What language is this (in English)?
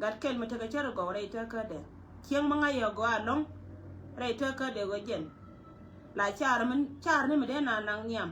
Nuer